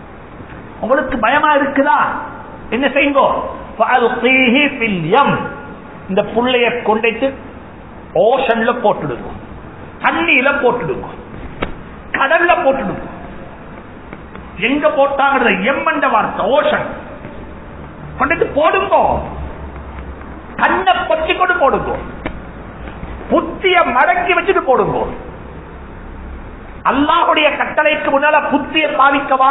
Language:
Tamil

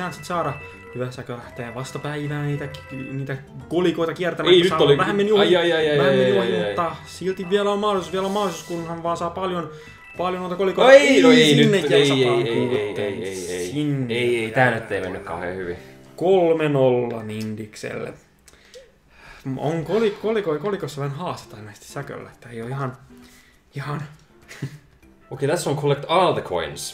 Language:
Finnish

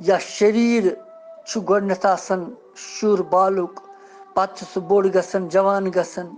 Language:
Kashmiri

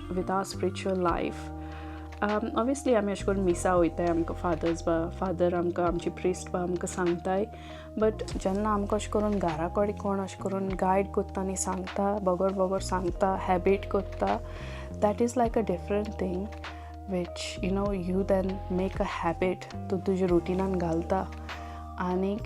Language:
Konkani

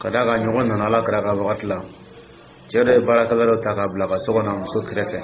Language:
Dyula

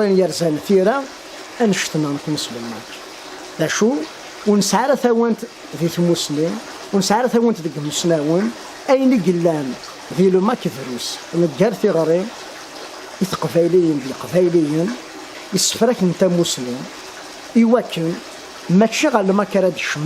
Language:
Kabyle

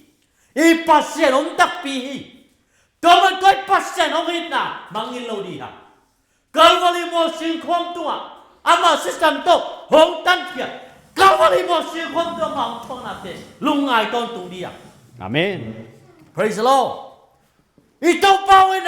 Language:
Tedim Chin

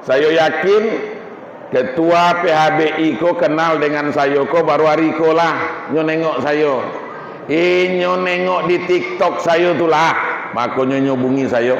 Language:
Minangkabau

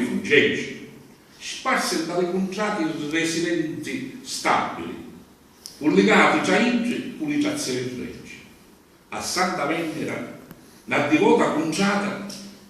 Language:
Sicilian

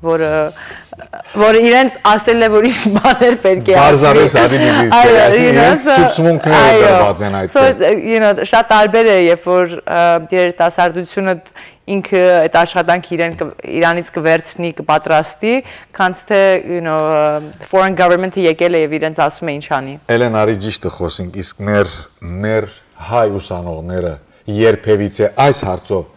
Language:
Western Armenian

